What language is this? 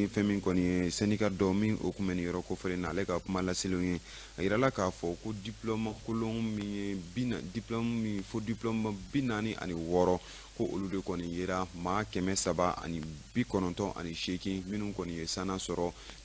Bambara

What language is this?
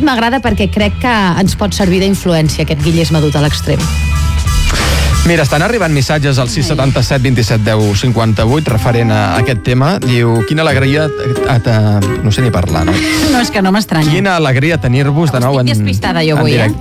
Catalan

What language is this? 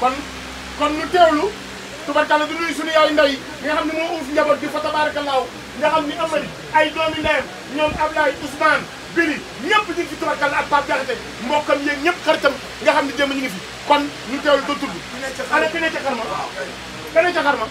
Wolof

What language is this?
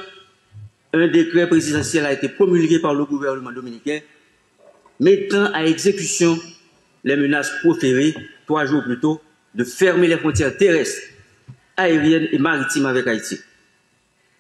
French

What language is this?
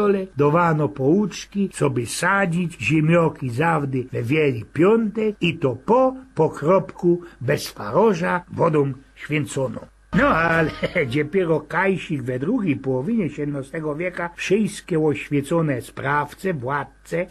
Silesian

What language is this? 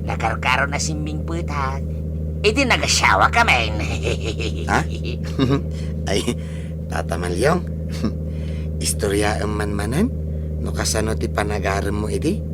Iloko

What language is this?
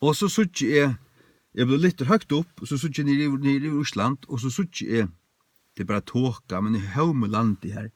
Faroese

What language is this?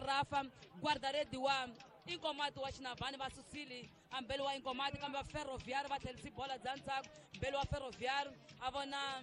Tsonga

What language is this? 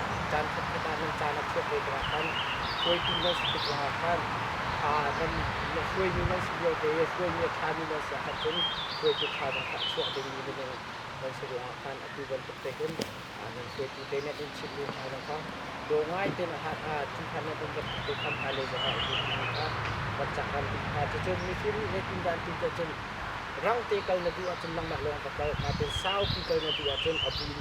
Hakha Chin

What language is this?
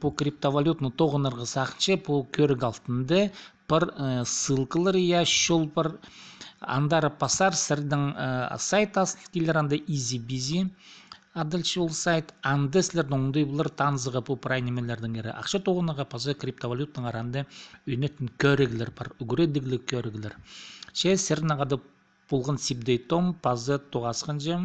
Khakas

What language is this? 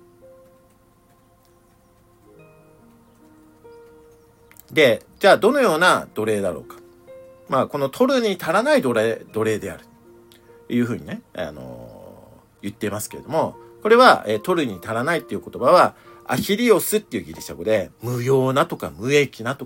Japanese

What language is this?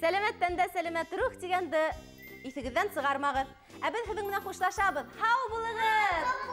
Bashkir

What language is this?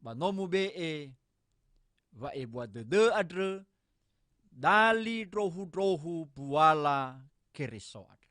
Nias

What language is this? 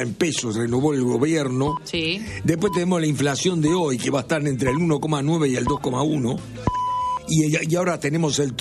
Spanish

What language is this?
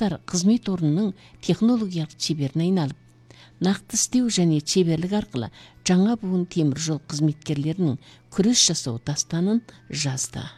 Kazakh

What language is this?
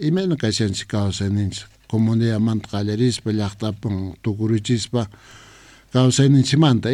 Quechua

